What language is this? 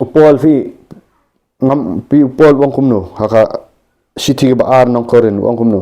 Khasi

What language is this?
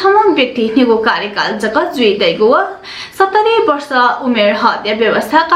Newari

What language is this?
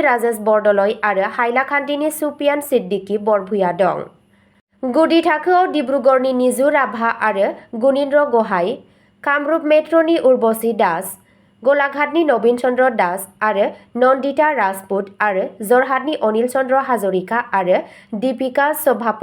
Bodo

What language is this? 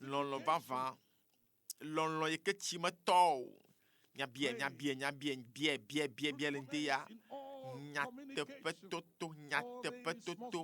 Ewe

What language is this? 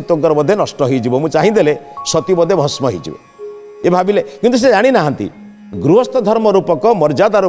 Odia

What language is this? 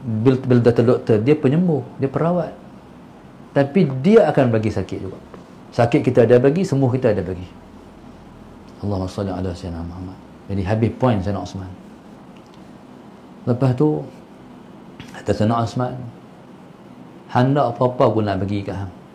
Malay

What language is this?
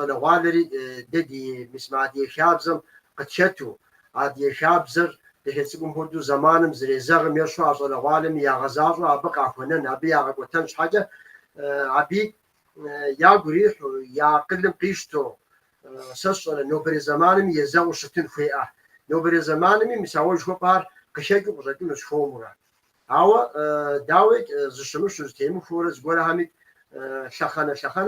Kabardian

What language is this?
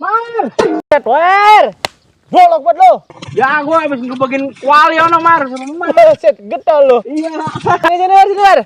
Betawi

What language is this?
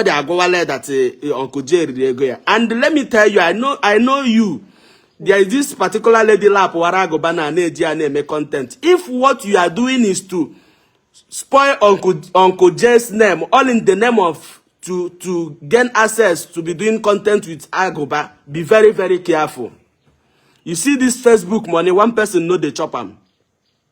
Igbo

